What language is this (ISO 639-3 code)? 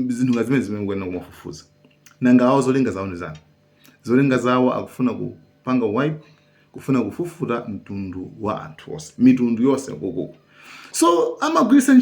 nya